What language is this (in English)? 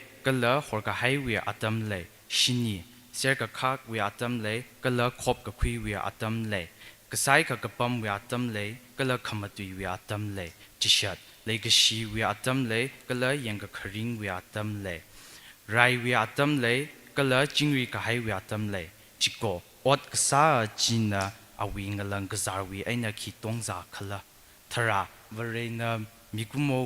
Tangkhul Naga (India)